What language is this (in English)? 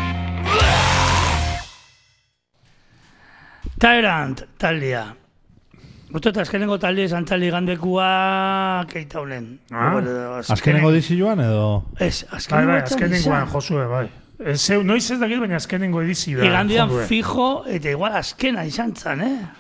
Basque